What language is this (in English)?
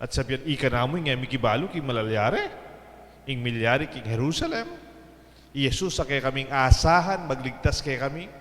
Pampanga